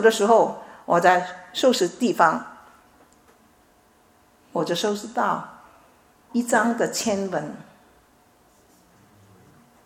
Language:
Chinese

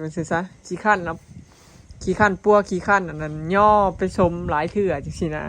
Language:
Lao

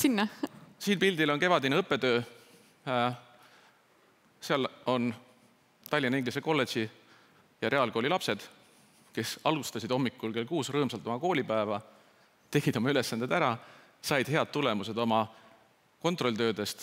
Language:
Estonian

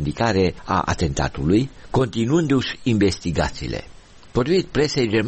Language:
Romanian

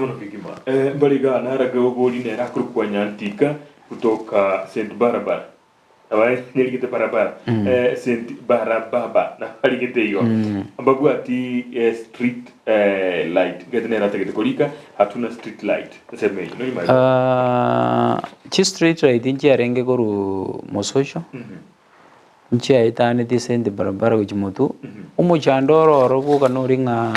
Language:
Gusii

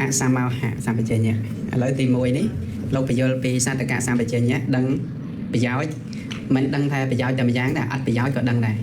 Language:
Khmer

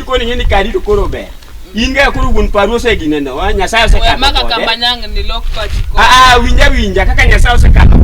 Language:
Luo (Kenya and Tanzania)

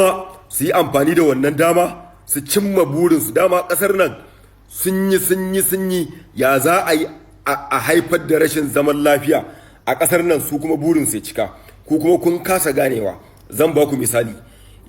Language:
Hausa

